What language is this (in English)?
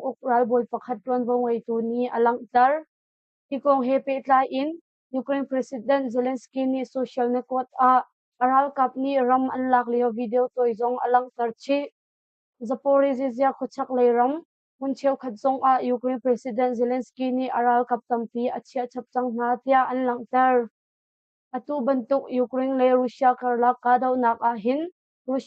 Hakha Chin